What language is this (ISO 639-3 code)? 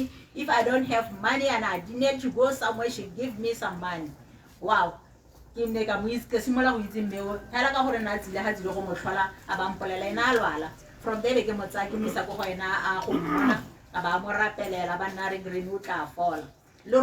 tsn